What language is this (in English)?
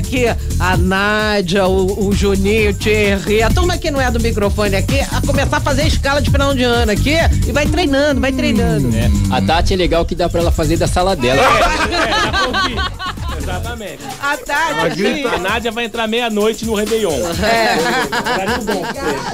Portuguese